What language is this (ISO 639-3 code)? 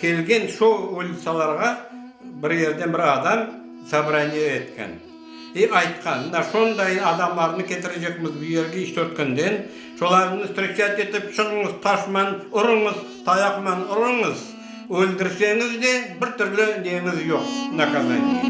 crh